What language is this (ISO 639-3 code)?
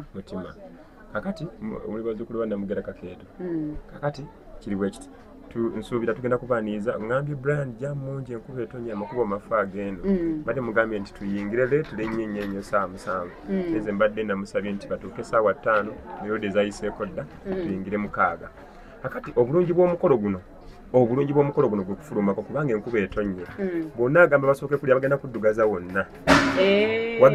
lug